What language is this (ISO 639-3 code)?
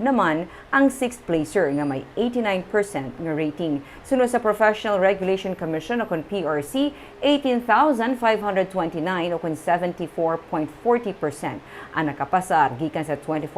hil